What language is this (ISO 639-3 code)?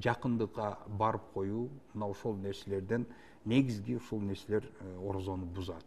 kir